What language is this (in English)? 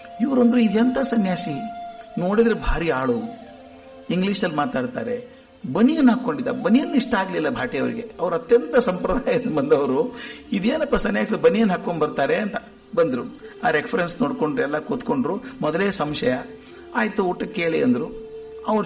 Kannada